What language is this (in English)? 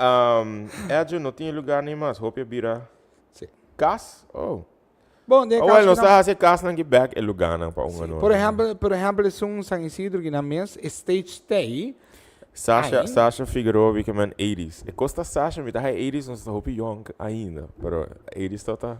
Papiamento